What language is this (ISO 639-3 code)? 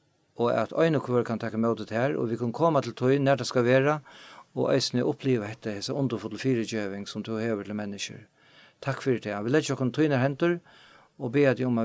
fao